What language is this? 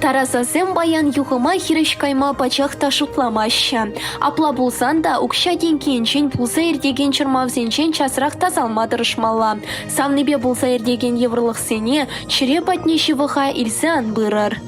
Chuvash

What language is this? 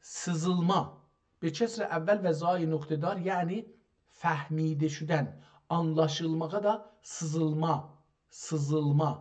South Azerbaijani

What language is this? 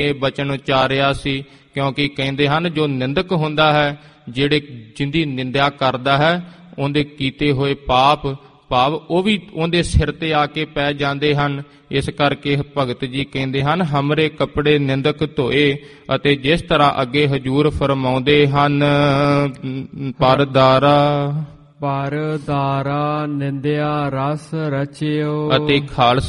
Punjabi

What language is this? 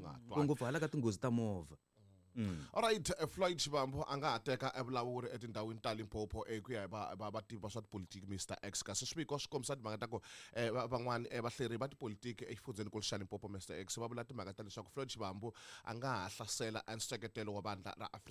Tsonga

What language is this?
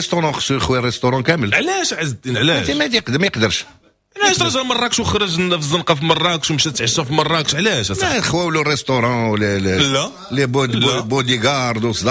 Moroccan Arabic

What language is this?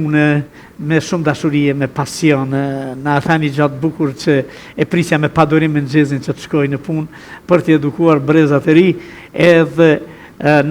Albanian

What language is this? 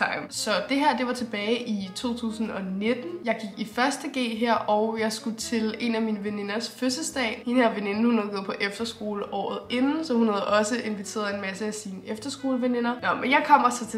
Danish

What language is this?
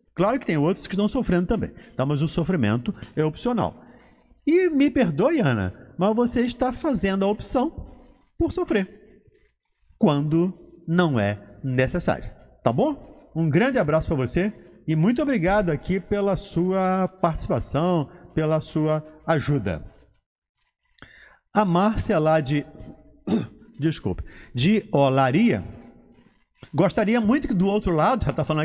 Portuguese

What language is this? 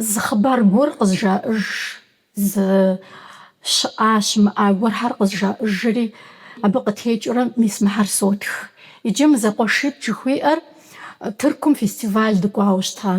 Kabardian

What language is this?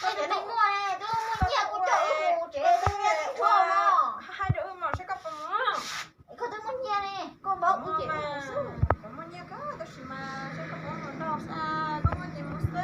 Hmong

